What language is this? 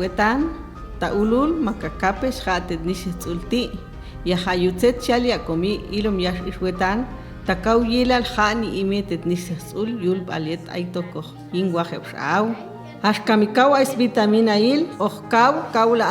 Popti'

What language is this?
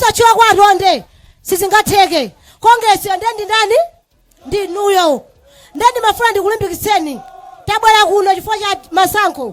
Nyanja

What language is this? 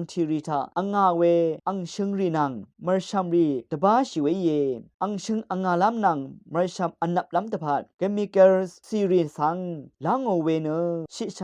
Rawang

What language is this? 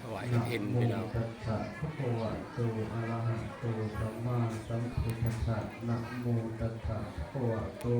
Pali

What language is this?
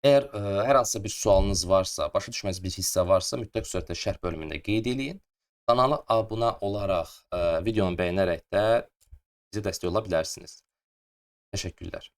Azerbaijani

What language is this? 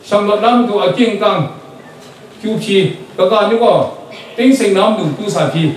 Kachin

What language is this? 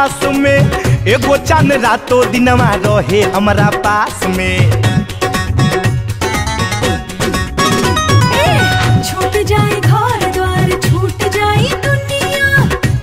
Bhojpuri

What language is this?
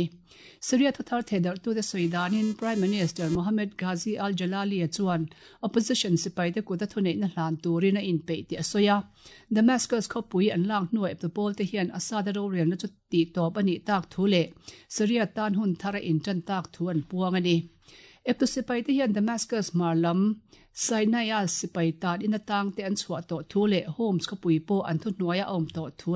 Mizo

